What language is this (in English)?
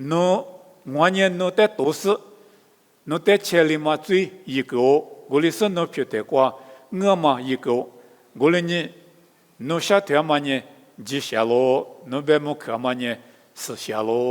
Lisu